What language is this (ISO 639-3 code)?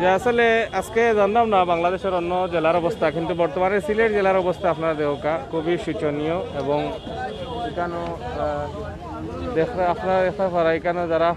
syl